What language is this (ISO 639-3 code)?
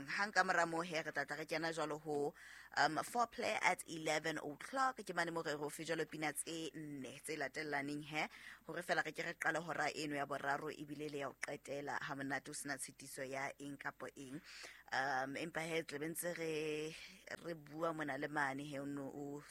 sot